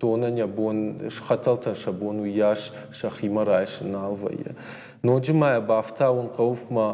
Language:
Ossetic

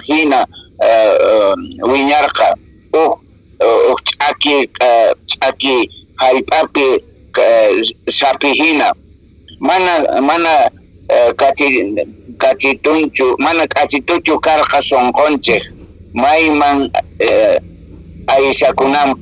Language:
Quechua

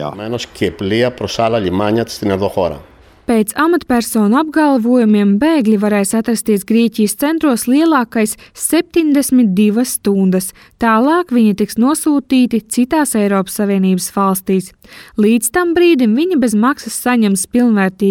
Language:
Latvian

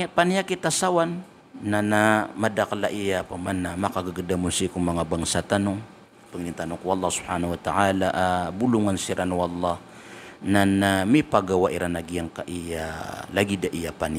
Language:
Maranao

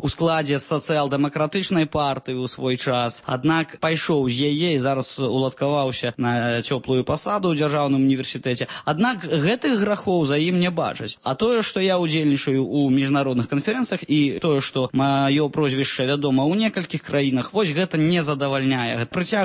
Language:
Belarusian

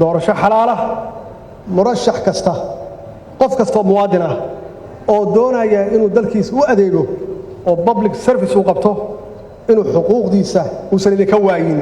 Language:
Somali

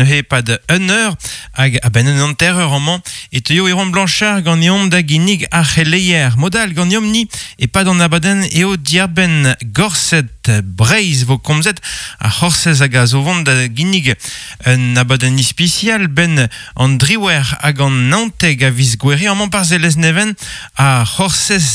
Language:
Breton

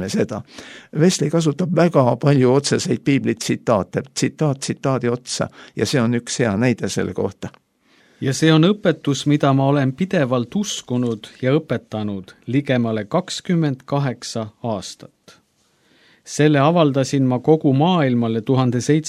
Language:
Estonian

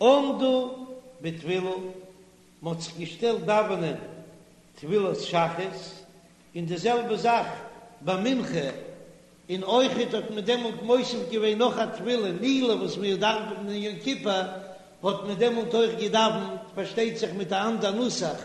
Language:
Yiddish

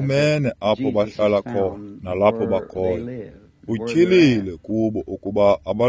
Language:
Xhosa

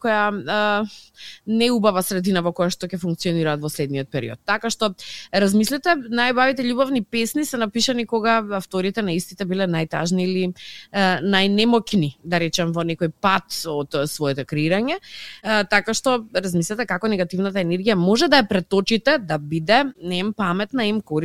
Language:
Macedonian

